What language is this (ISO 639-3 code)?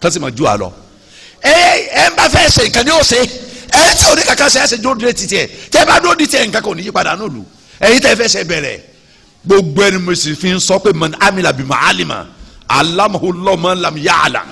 yor